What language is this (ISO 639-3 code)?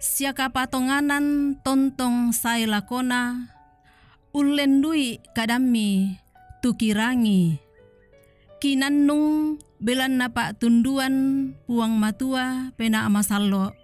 sda